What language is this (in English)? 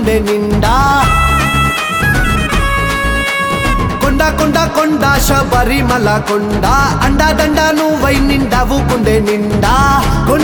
Telugu